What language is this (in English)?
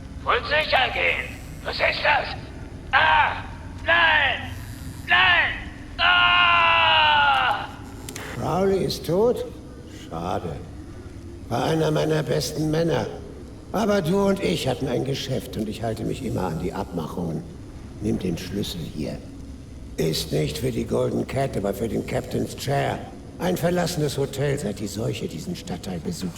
Bavarian